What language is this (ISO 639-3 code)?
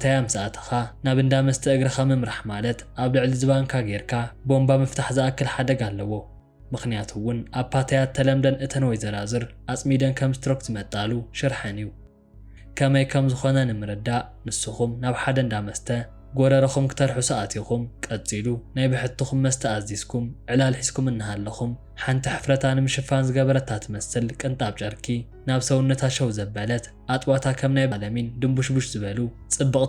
tir